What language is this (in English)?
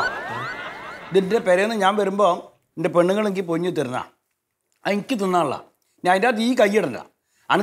Malayalam